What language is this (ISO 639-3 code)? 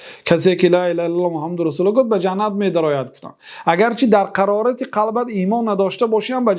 fas